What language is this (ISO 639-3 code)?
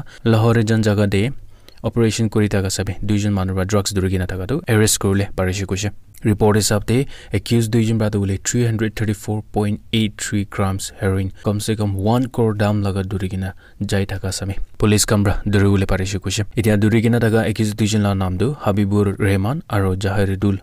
nag